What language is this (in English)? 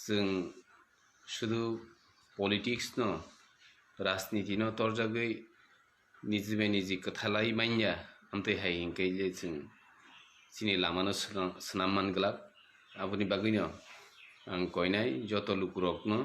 Kok Borok